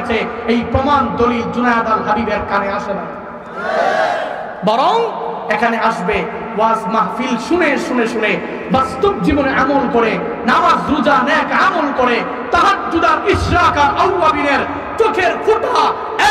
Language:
Bangla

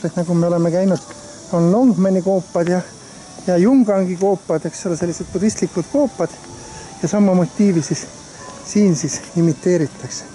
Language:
Estonian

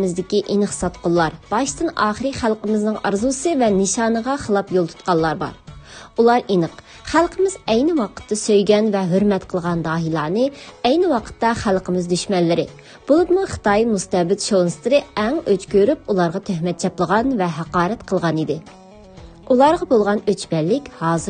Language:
Uyghur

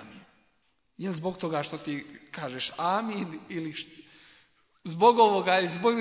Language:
Bosnian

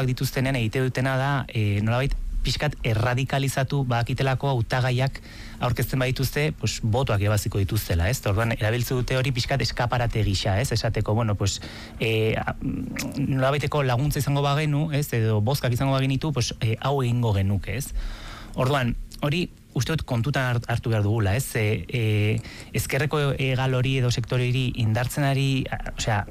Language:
Basque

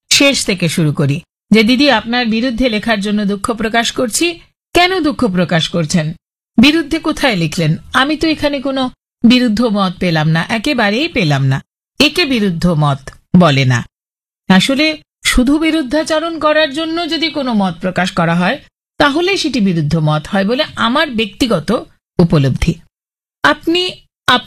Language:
Bangla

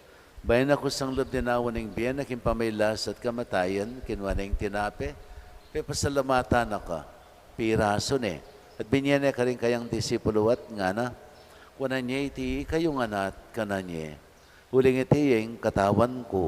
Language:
Pampanga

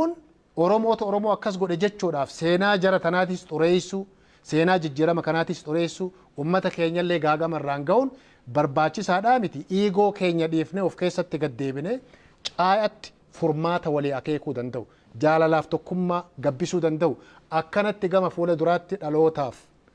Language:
Oromo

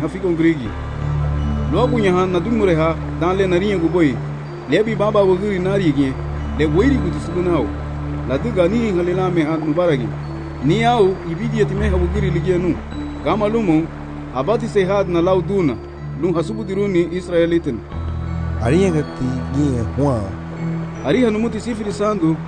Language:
Garifuna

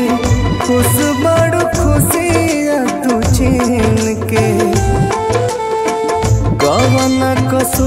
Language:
Bhojpuri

